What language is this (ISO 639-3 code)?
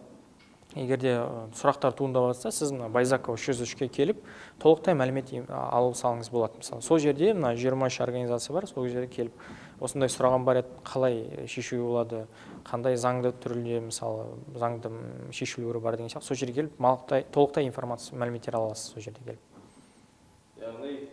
kaz